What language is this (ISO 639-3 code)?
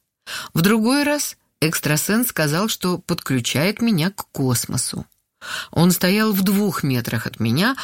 rus